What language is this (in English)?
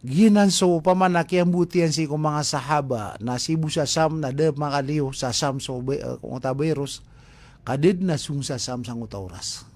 Maranao